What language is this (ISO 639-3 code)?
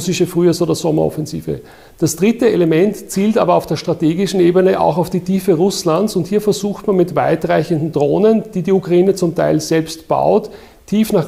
deu